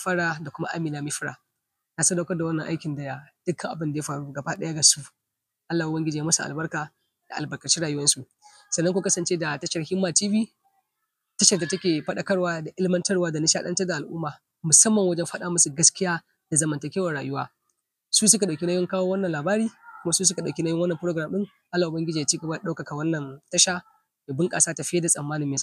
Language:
Hausa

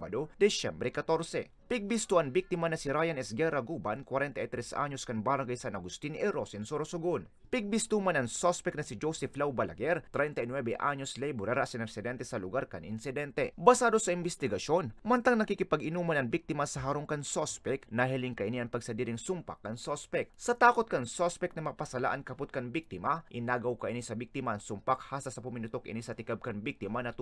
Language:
Bikol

